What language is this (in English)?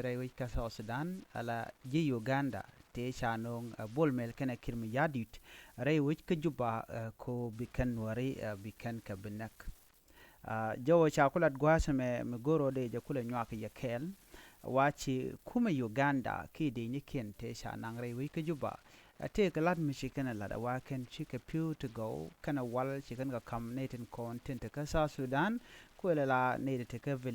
Nuer